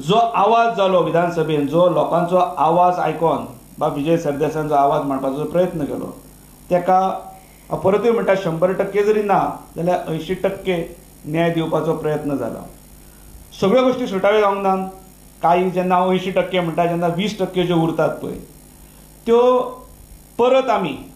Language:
Konkani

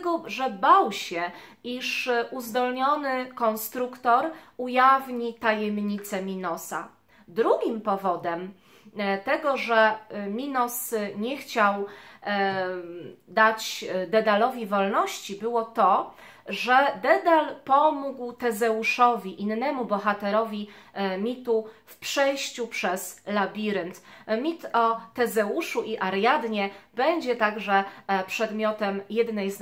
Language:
Polish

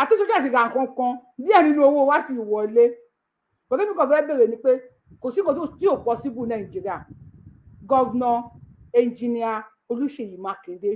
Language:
Yoruba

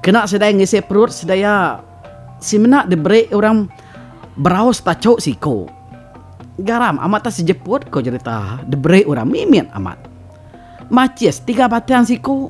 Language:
Iban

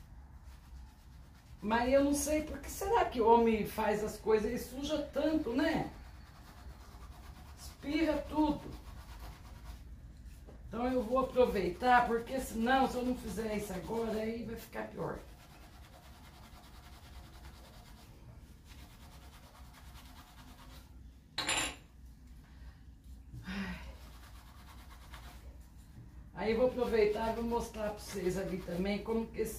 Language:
Portuguese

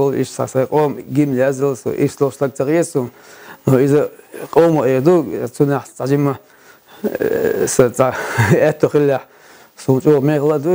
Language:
Chechen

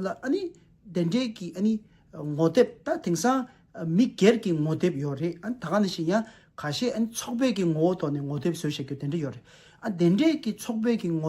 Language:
Tibetan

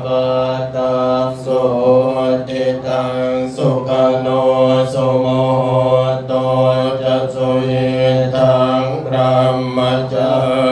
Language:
Pali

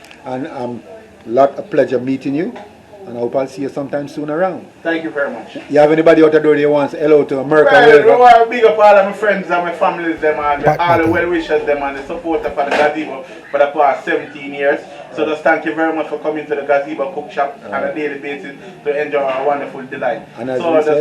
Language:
Jamaican Creole English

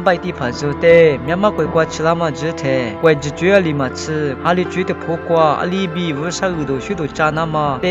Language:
Lisu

